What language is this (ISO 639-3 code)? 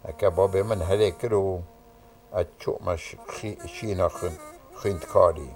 kur